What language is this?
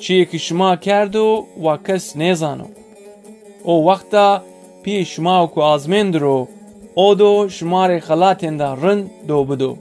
Zaza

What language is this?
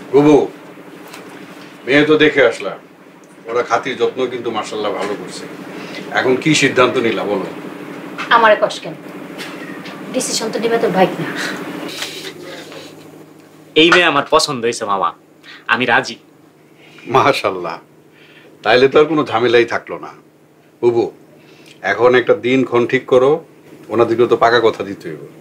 Bangla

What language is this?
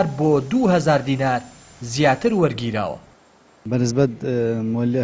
Central Kurdish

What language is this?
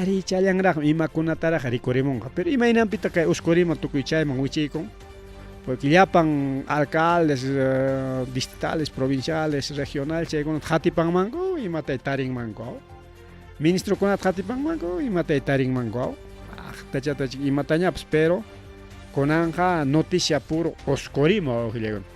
Ayacucho Quechua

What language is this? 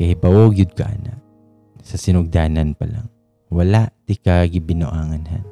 Cebuano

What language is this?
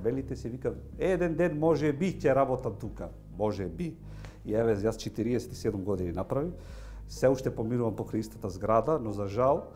Macedonian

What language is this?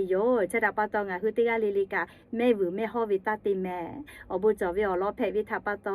Lahu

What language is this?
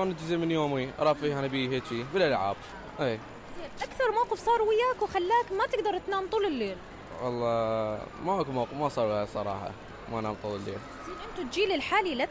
Mesopotamian Arabic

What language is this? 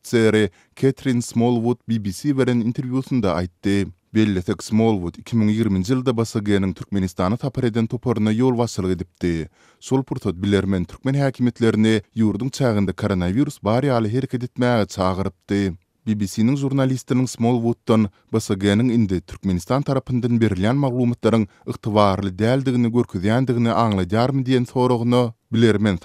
Turkmen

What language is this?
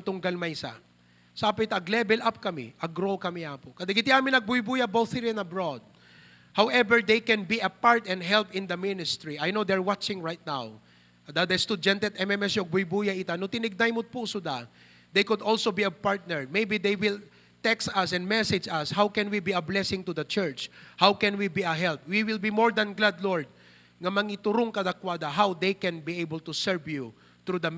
Iloko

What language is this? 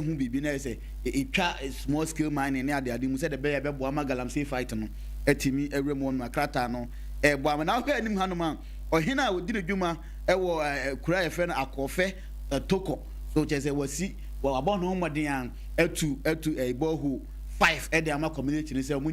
Akan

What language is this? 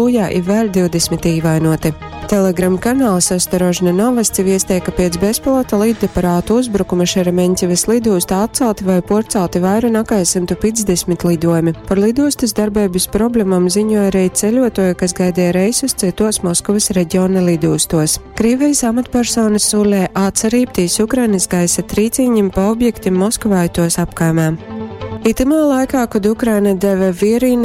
Latgalian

